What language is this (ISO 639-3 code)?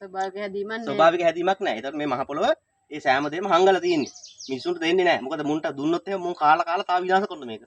sin